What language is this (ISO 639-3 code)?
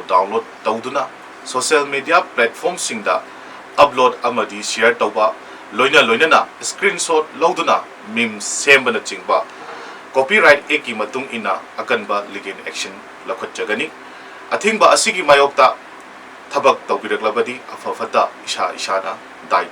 mni